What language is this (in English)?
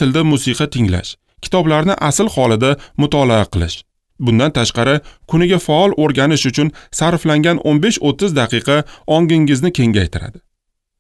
Uzbek